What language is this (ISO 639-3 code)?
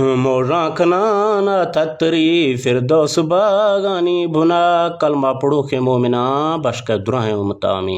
bgp